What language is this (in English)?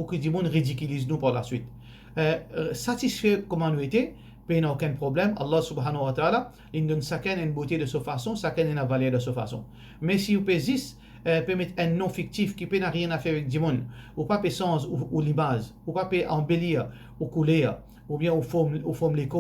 Morisyen